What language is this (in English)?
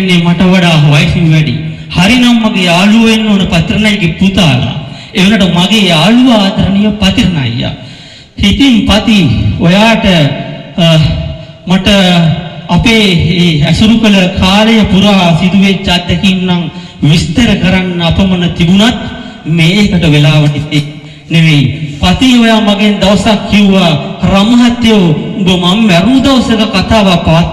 Sinhala